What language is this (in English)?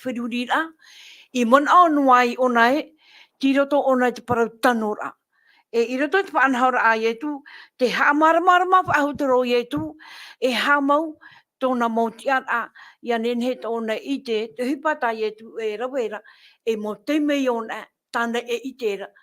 Tahitian